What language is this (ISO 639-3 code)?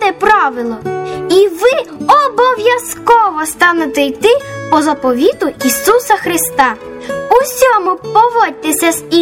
ukr